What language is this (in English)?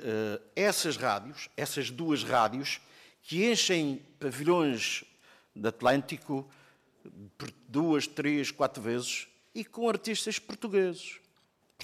Portuguese